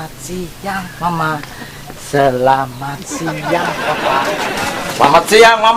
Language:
Ambonese Malay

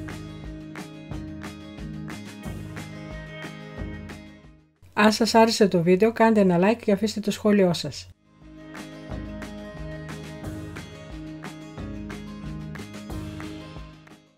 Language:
Greek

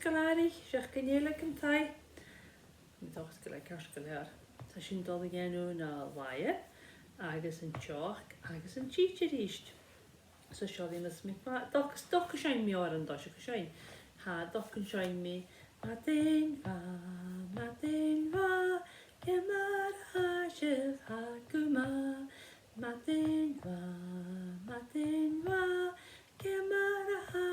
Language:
Scottish Gaelic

